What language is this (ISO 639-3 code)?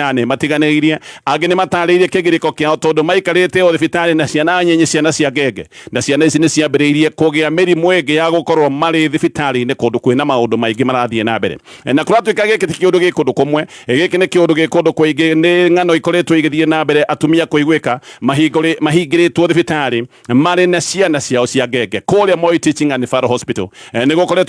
kik